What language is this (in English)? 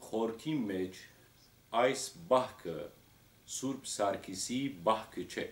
Western Armenian